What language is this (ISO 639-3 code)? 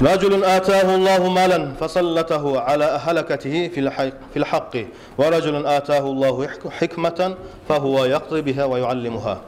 kum